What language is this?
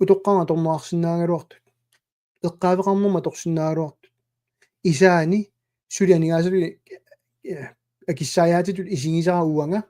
Kalaallisut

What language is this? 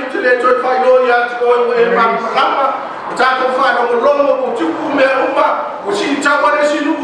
Samoan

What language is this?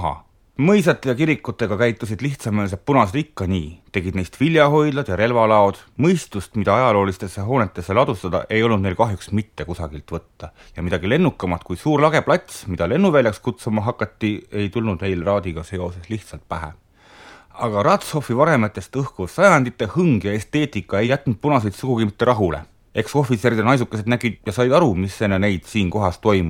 Estonian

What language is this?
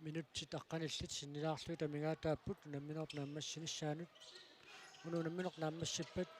Kalaallisut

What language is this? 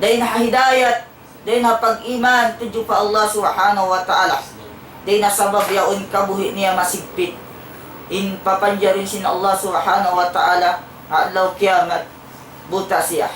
Tausug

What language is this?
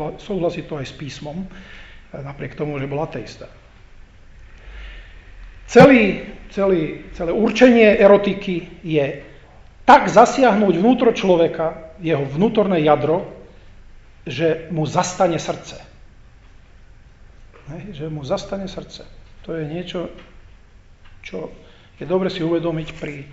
Slovak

